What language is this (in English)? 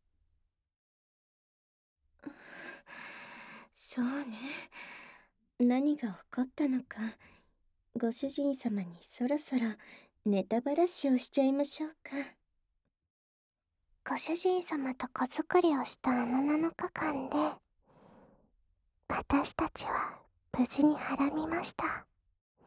Japanese